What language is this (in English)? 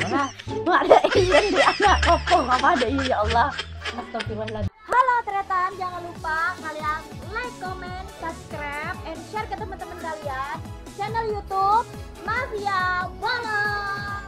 Madurese